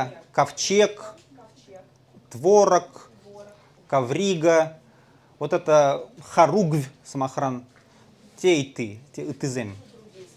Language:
Chuvash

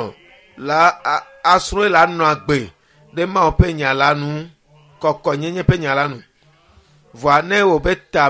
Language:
Ewe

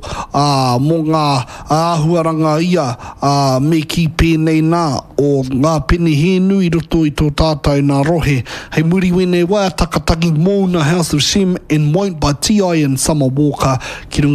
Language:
Māori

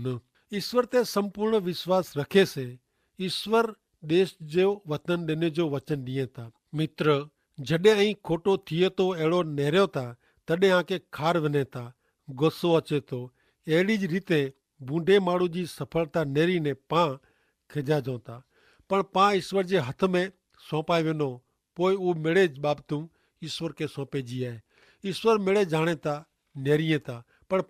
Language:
Kachhi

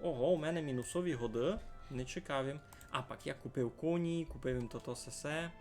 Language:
Rusyn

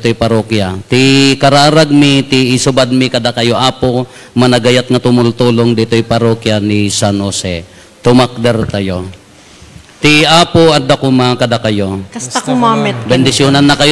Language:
Iloko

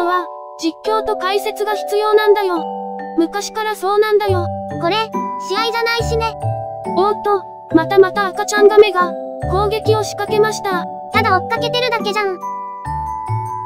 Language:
Japanese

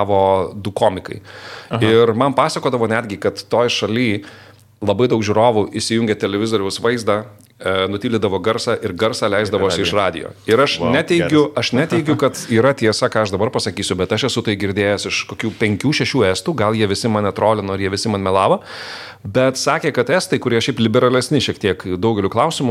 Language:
Lithuanian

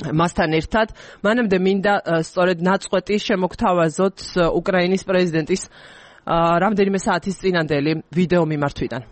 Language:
Georgian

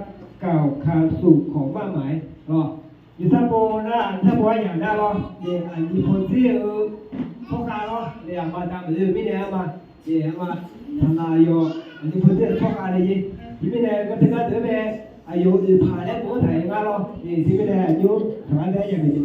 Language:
Akha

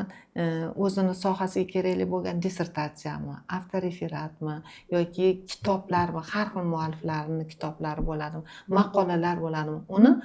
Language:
Uzbek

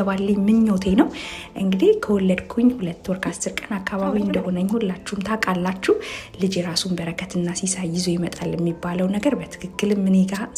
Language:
Amharic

